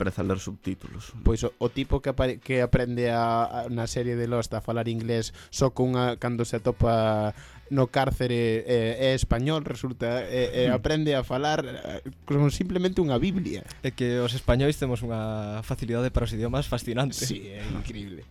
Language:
Galician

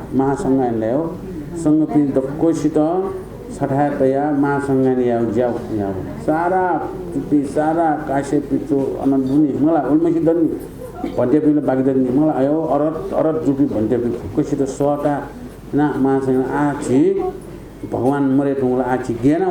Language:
Newari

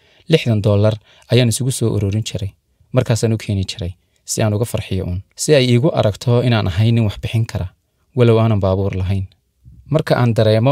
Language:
Somali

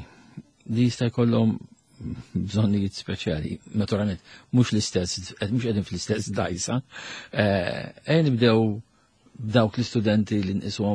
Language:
Maltese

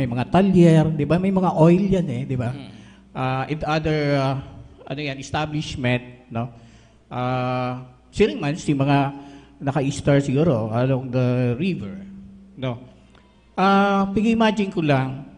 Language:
Bikol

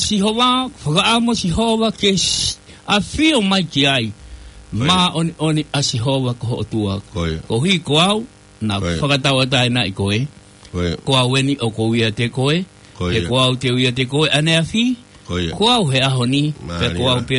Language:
Tongan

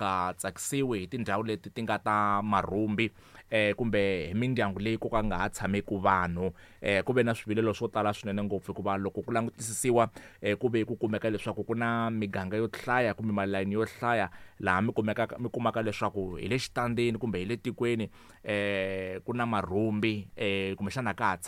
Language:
Tsonga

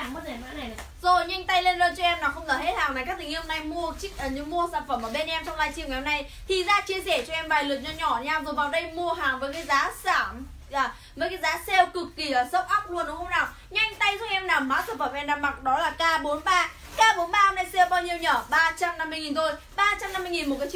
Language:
Vietnamese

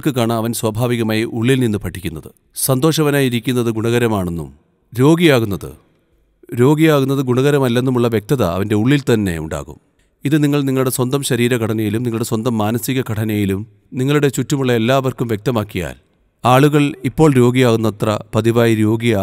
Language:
Malayalam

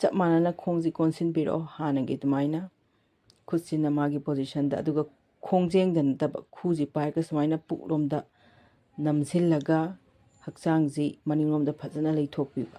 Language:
Manipuri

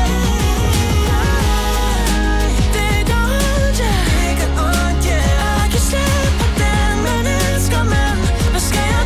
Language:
Danish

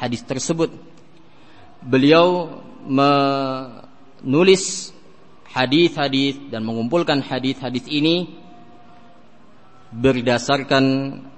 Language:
Indonesian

